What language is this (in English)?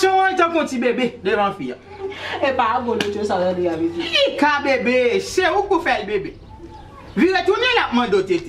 Haitian Creole